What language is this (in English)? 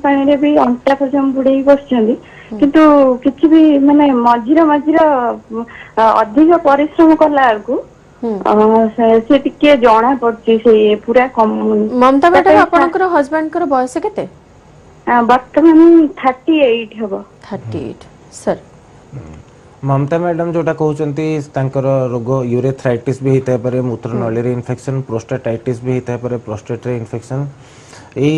Odia